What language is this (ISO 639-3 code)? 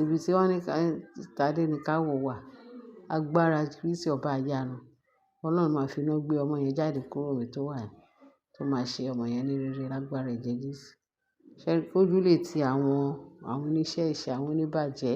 yor